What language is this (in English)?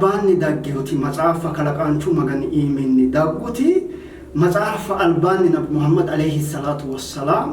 Sidamo